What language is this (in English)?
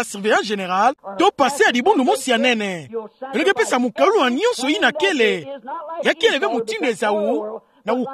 Kituba (Democratic Republic of Congo)